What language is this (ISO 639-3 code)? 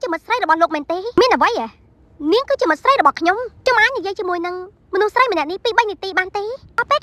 khm